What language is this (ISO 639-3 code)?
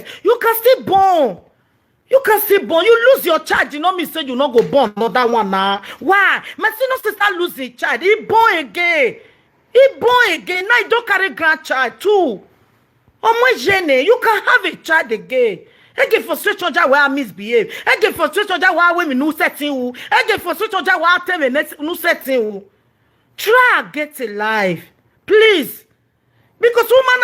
pcm